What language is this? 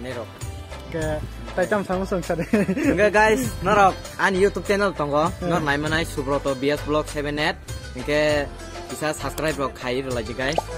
Kok Borok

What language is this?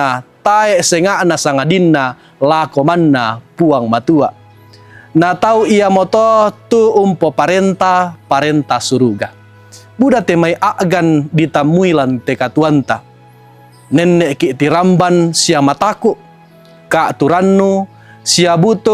Toraja-Sa'dan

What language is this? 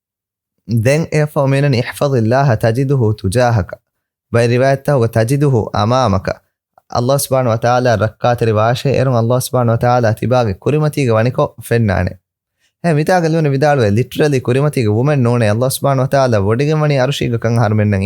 Divehi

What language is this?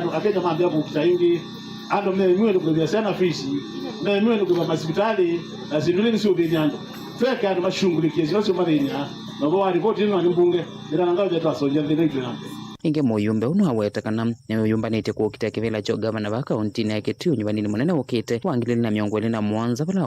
Kamba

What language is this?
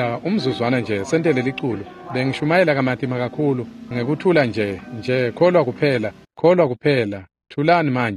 Swati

